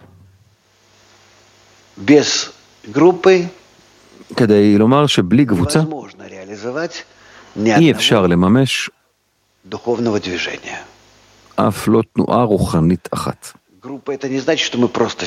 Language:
Hebrew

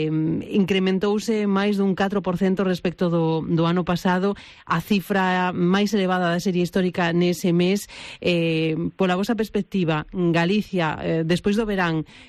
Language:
Galician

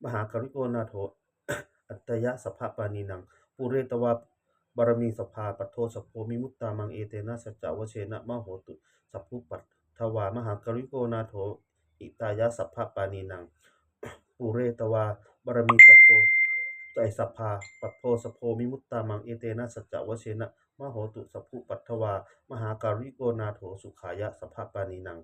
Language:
Pali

